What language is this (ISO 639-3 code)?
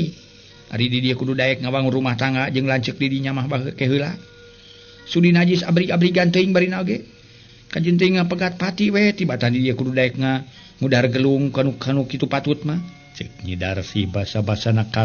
sun